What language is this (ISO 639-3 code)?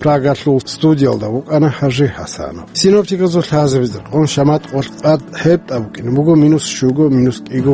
ava